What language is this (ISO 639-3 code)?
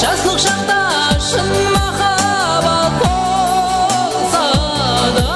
kaa